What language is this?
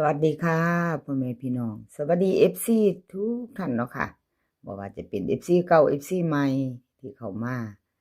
Northeastern Thai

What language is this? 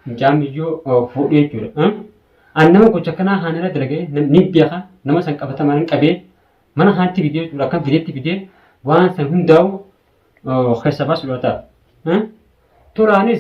Oromo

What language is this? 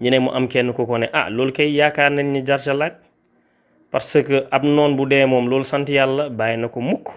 Wolof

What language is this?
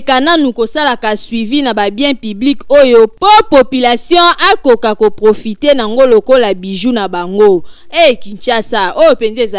Lingala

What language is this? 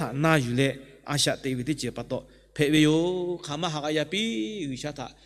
Lahu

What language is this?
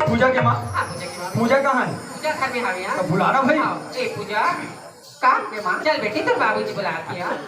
Chhattisgarhi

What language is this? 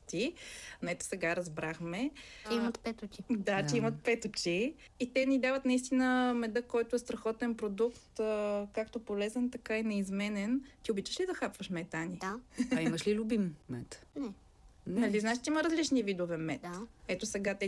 Bulgarian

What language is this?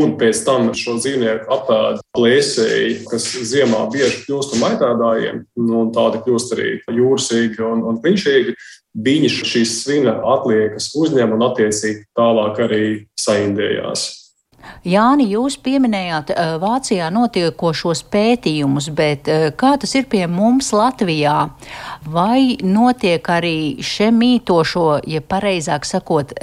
Latvian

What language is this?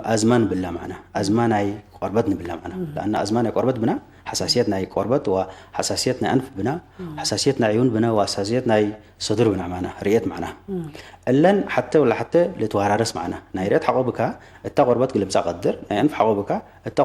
Tigre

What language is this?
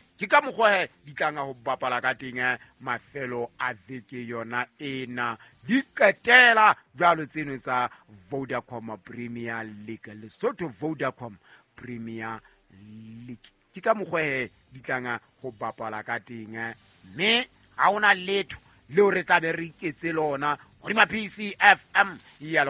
Southern Sotho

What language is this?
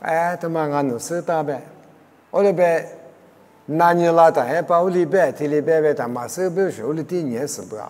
Lisu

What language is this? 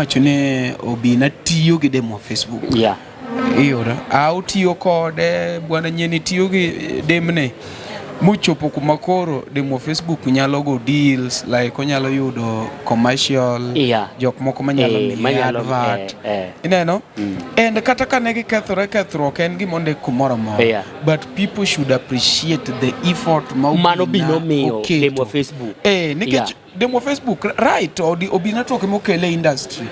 Luo (Kenya and Tanzania)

